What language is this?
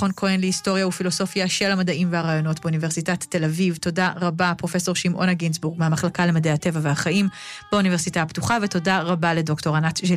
Hebrew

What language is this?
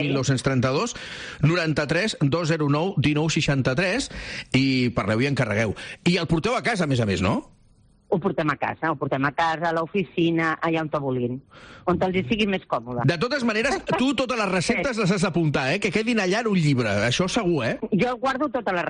Catalan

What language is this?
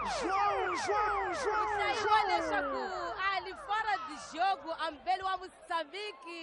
Tsonga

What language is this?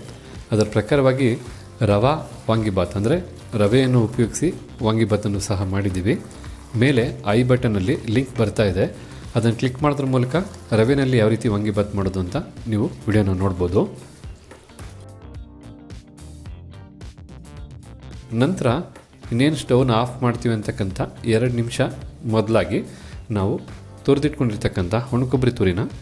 Kannada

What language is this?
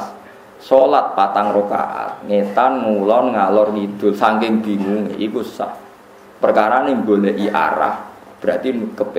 Javanese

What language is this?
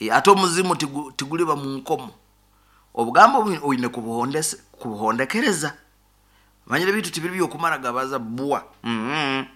Nyoro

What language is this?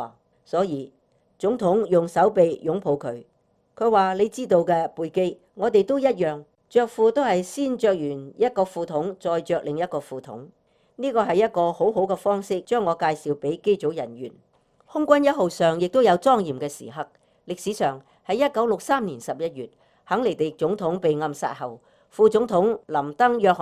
Cantonese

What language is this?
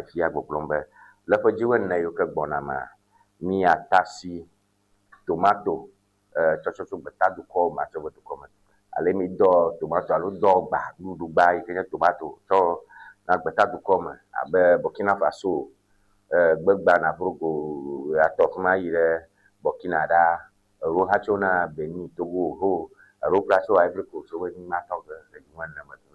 Ewe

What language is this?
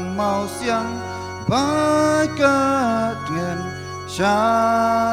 Khasi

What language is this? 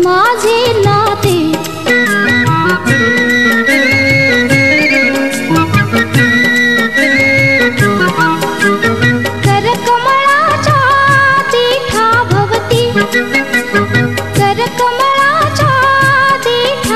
Marathi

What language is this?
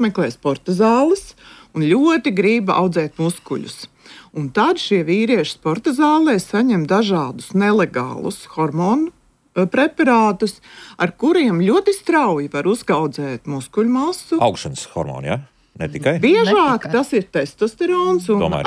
Latvian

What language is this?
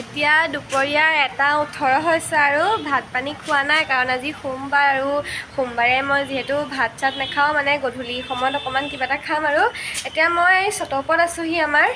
Assamese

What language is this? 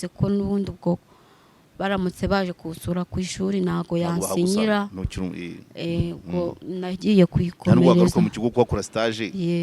Kinyarwanda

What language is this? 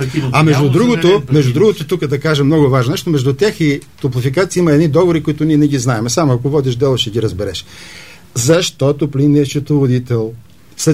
Bulgarian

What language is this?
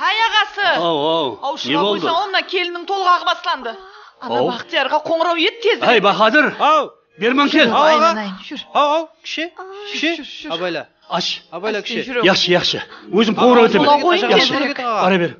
Kara-Kalpak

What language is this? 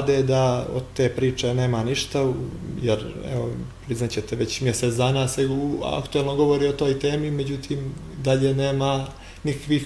Bosnian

